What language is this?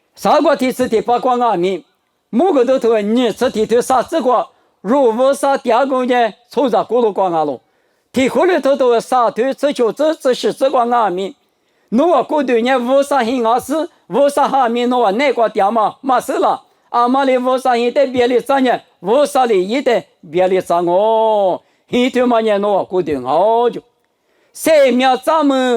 Lisu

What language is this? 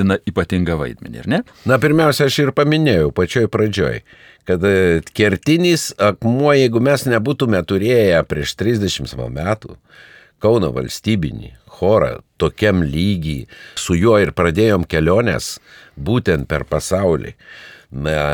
Lithuanian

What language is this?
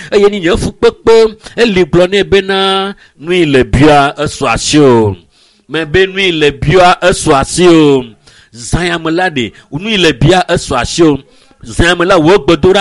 Ewe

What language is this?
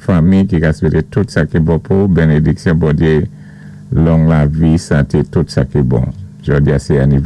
Saint Lucian Creole French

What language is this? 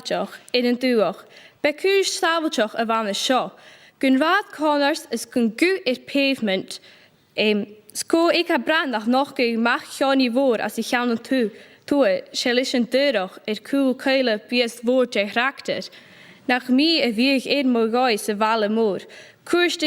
Scottish Gaelic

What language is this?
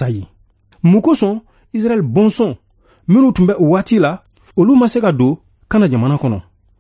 Bambara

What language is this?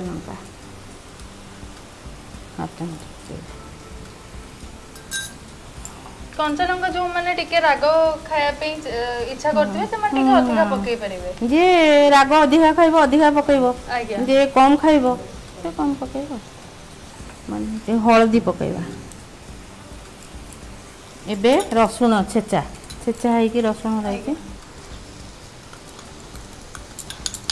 Odia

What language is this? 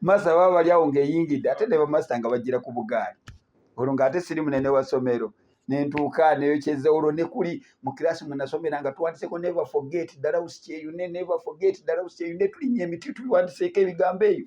Ganda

